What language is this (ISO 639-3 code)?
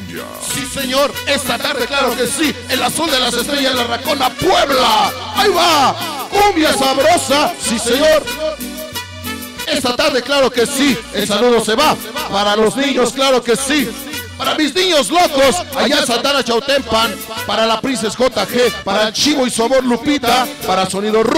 spa